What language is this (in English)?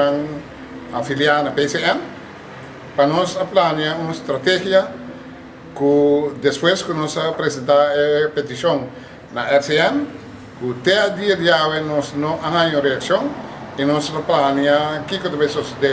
Papiamento